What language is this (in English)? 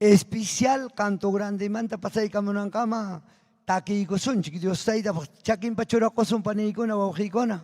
Ayacucho Quechua